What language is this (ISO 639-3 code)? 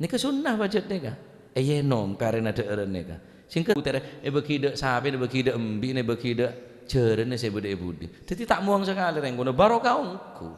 mad